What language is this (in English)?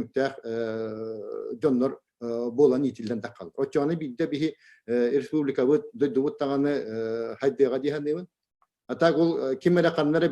Yakut